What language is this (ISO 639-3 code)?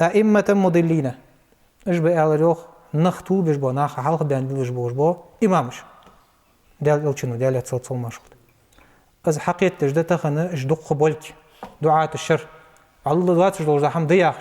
inh